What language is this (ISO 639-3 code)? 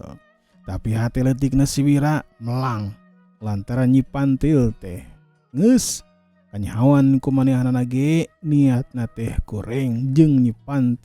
sun